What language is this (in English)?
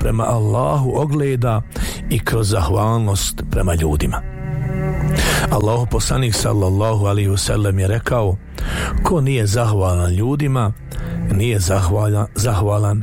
Bosnian